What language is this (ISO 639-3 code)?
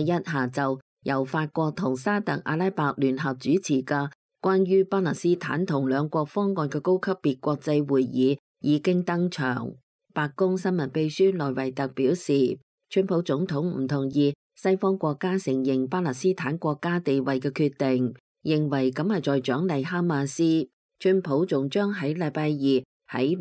yue